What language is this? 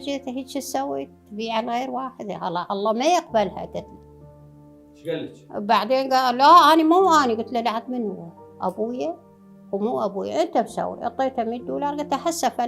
Mesopotamian Arabic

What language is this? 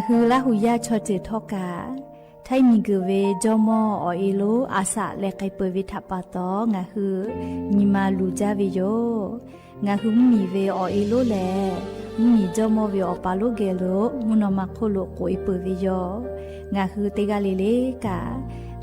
Lahu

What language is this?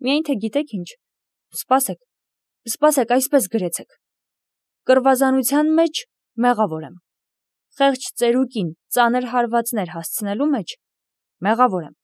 Armenian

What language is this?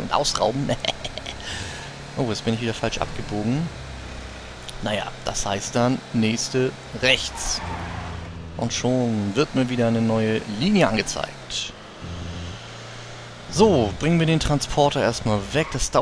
German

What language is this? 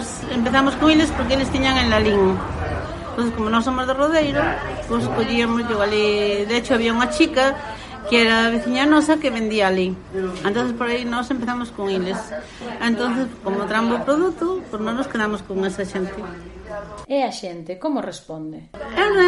Galician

